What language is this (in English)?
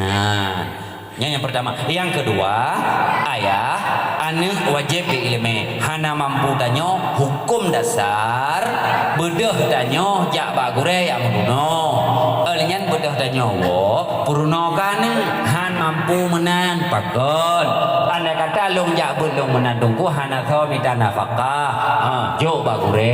Achinese